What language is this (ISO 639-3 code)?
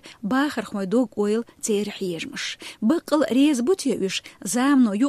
che